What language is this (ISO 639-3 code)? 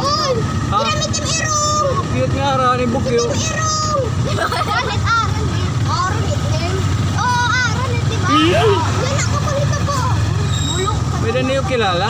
war